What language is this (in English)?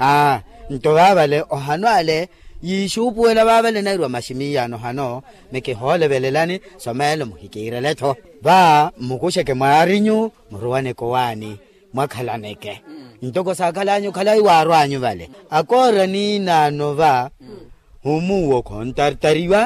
Makhuwa